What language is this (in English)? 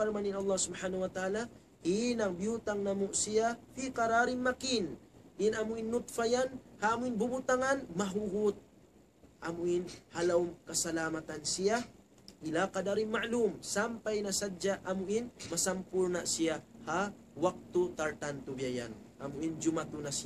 Tausug